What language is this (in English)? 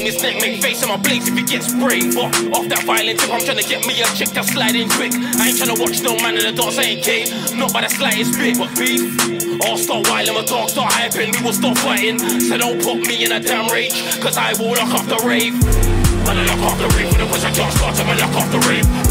English